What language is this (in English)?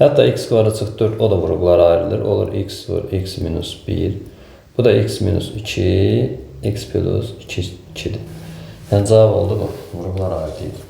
Azerbaijani